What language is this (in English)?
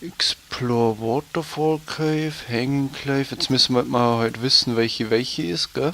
Bavarian